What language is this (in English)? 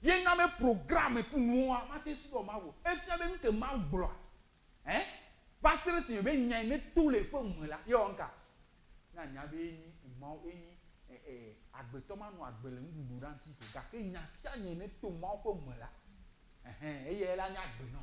Ewe